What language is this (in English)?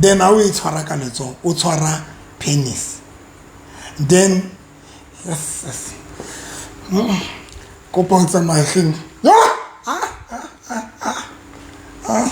Southern Sotho